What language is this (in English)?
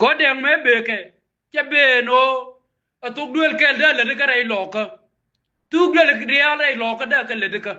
Nuer